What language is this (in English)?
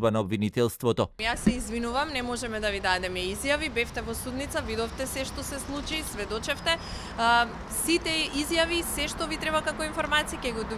Macedonian